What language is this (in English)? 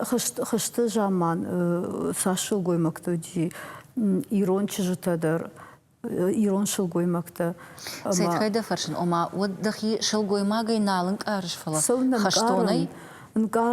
Ossetic